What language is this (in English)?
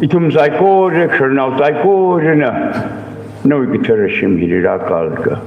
Tangkhul Naga (India)